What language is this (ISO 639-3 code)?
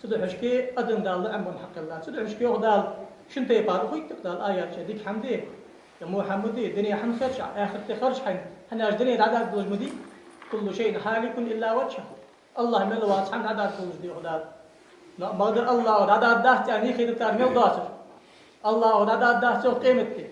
inh